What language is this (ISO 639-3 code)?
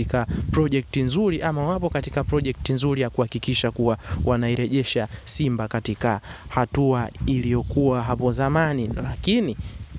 swa